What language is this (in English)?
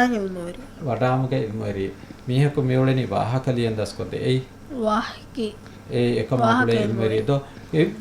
Divehi